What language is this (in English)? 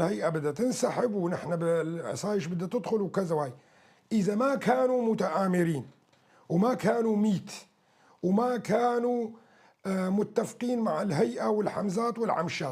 North Levantine Arabic